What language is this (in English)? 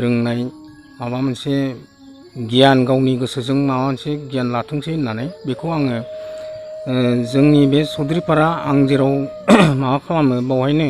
Bodo